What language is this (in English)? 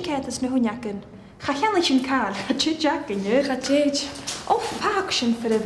Scottish Gaelic